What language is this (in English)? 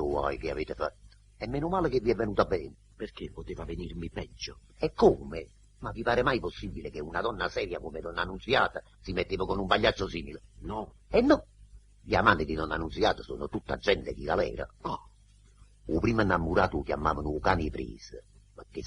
Neapolitan